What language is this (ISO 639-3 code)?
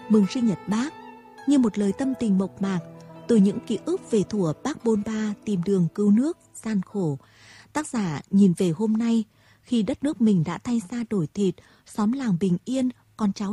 vie